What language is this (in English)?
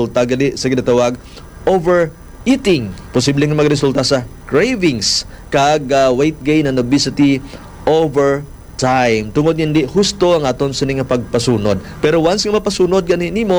Hiligaynon